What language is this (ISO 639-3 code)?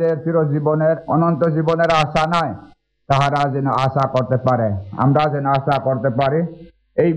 ben